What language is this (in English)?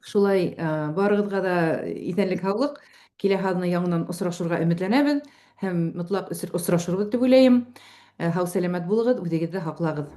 Bashkir